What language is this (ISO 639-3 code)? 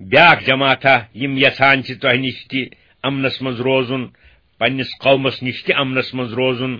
kas